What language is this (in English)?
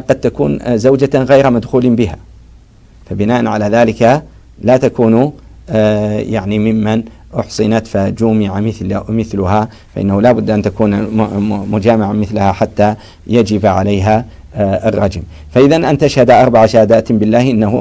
Arabic